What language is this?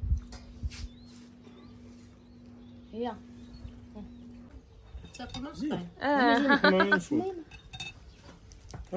Moroccan Arabic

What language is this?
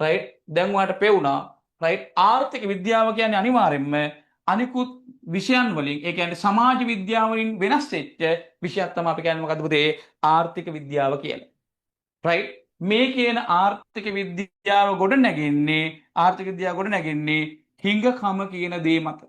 Sinhala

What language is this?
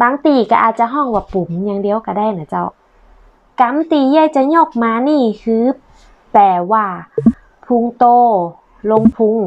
Northern Thai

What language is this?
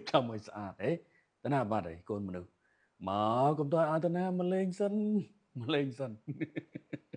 Khmer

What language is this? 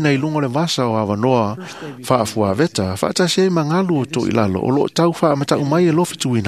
Samoan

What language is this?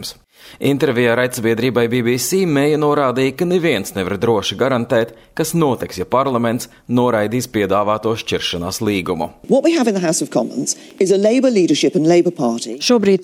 Latvian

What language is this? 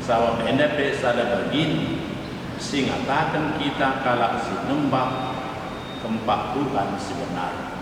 Batak Karo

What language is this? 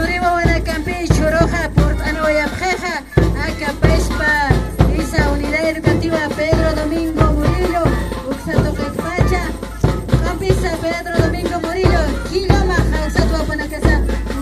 Aymara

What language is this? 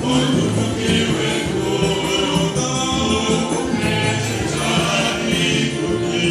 Luba-Lulua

